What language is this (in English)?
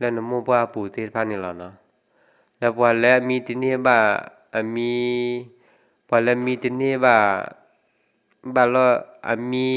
S'gaw Karen